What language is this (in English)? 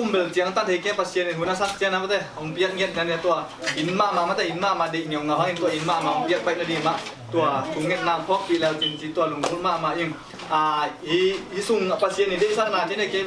Tedim Chin